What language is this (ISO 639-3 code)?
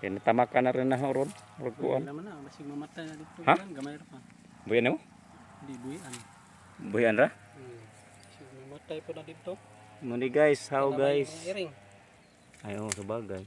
ceb